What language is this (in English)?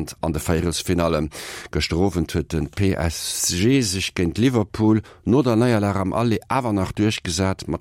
Luxembourgish